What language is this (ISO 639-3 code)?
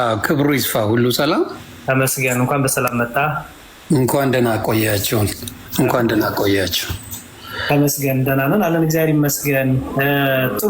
amh